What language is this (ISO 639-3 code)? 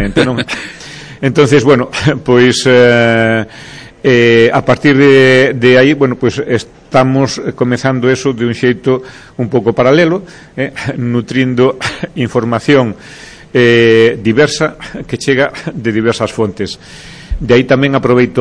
glg